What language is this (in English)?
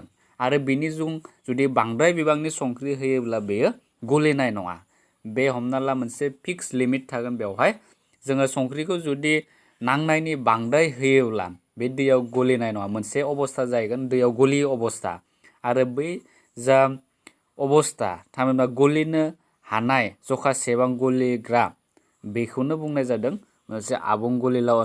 Bodo